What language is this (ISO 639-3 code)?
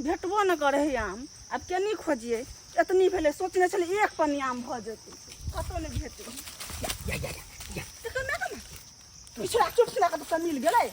mai